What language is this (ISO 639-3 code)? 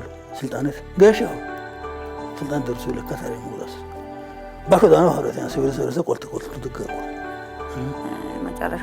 sid